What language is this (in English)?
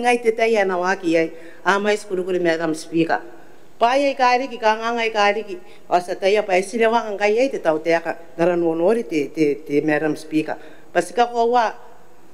Gilbertese